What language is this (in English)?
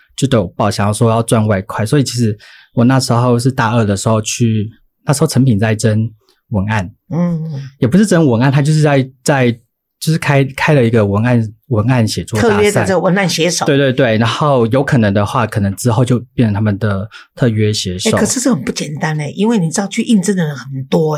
Chinese